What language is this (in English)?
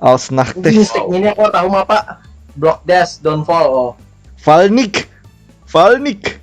Banjar